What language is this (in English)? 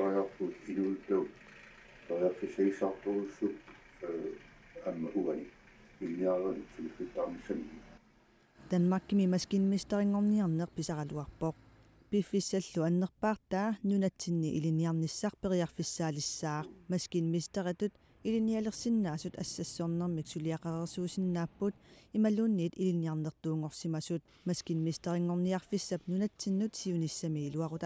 Kalaallisut